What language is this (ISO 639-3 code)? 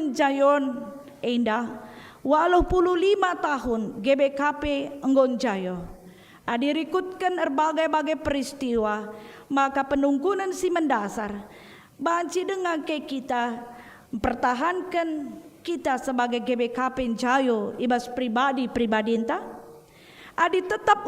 btx